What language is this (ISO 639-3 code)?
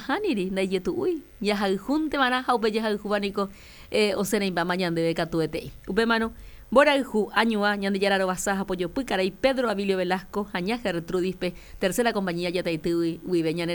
grn